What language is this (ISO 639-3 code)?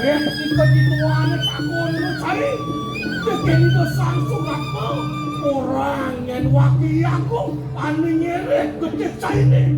ban